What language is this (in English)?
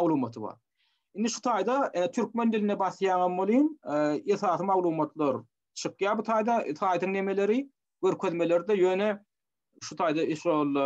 Turkmen